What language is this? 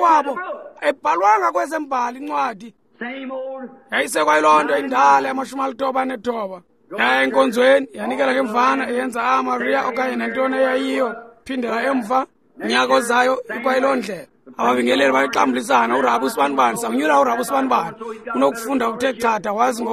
Xhosa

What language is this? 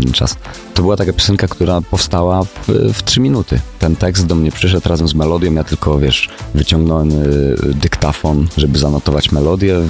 Polish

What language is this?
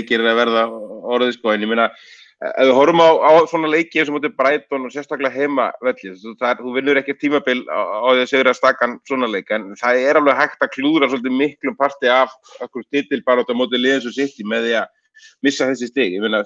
Icelandic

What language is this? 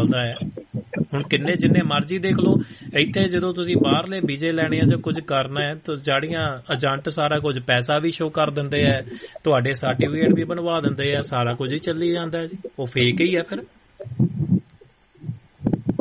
Punjabi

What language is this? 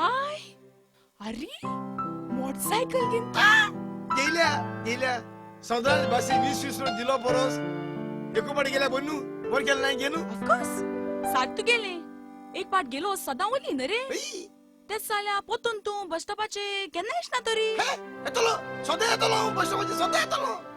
Konkani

